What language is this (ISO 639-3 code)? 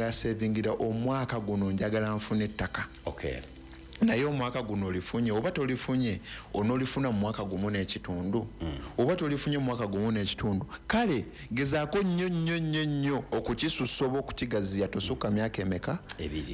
lug